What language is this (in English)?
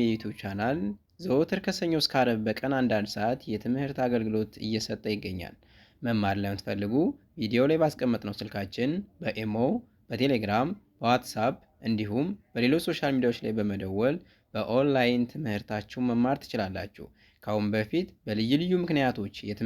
Amharic